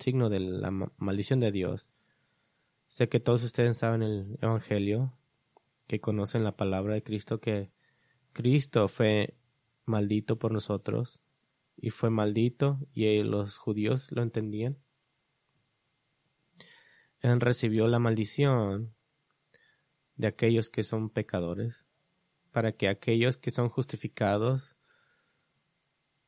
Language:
Spanish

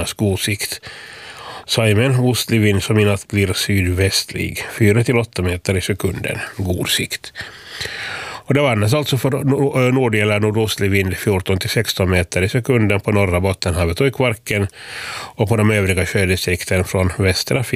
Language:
Swedish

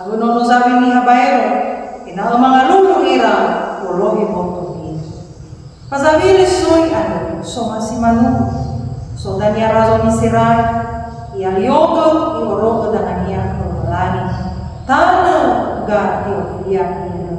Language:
Nias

